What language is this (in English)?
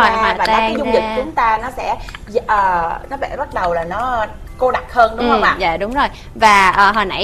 Vietnamese